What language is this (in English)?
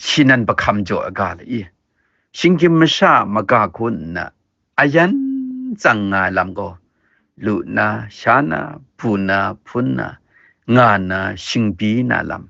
Kachin